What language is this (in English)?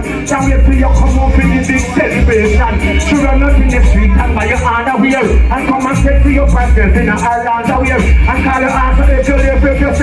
Jamaican Creole English